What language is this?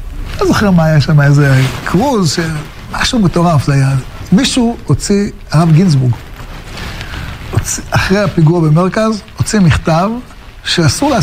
Hebrew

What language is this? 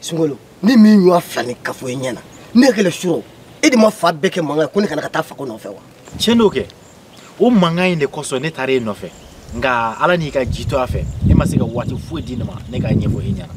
Bambara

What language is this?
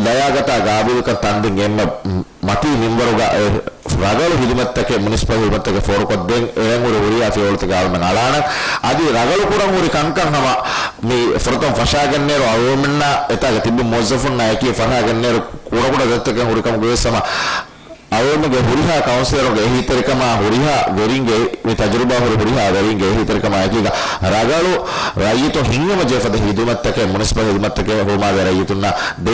Divehi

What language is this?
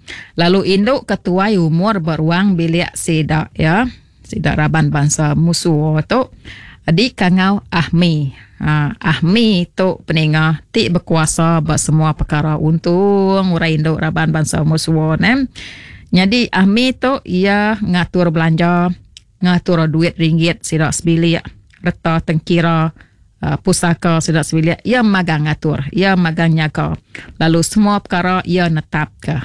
Iban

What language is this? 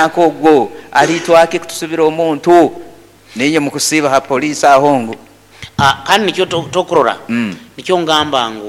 Nyoro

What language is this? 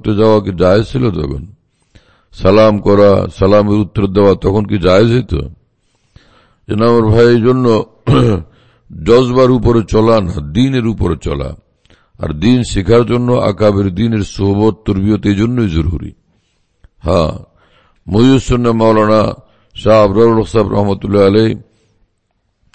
Bangla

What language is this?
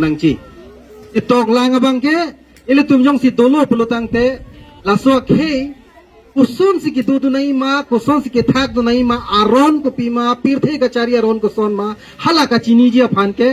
Karbi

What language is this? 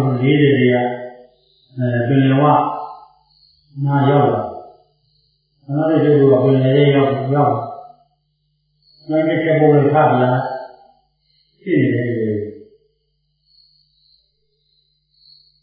Burmese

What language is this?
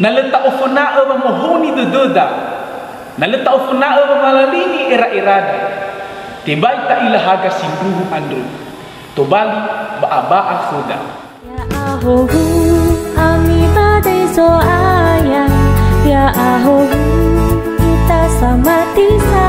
Nias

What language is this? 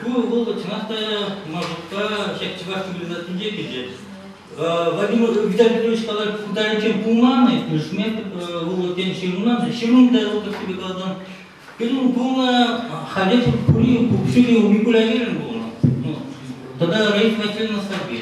Chuvash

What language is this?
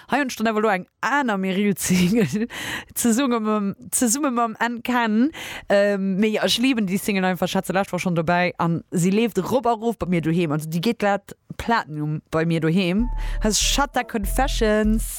Luxembourgish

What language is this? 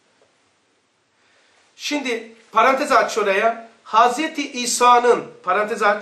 Turkish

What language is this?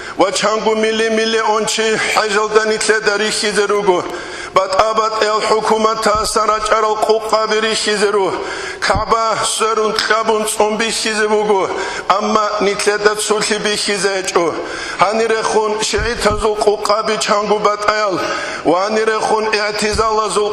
Avaric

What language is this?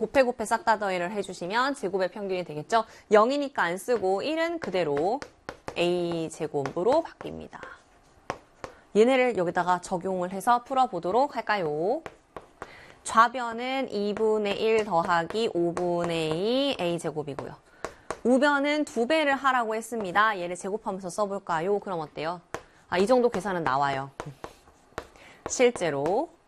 Korean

